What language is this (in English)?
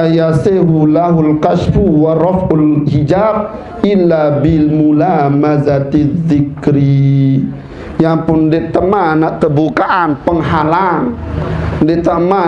Sasak